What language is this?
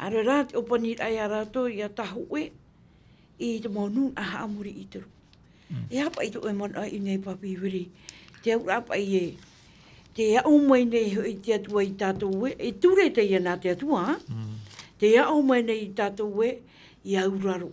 Tahitian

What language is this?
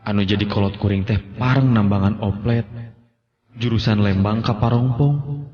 Sundanese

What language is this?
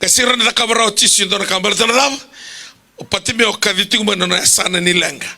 Fijian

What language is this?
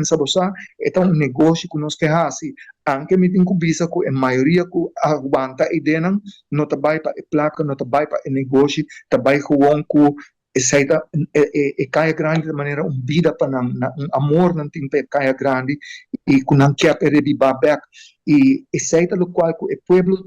Papiamento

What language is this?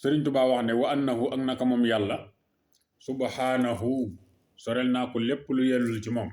Wolof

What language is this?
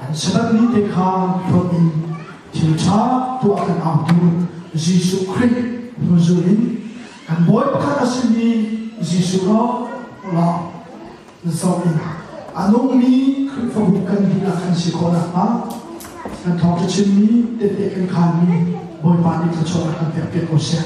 Hakha Chin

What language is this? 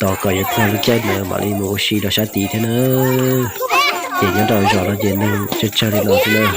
Hmong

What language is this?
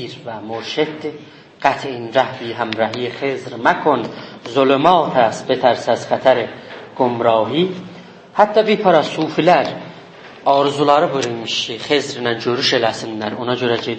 South Azerbaijani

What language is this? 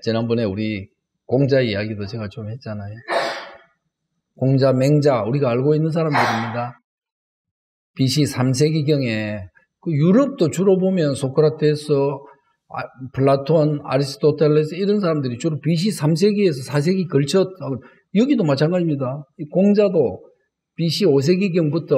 Korean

